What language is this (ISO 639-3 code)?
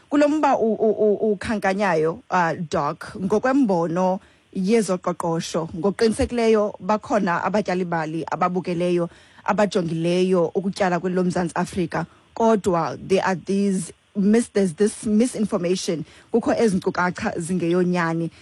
xho